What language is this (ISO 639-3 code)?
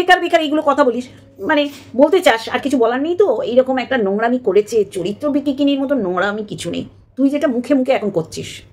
ben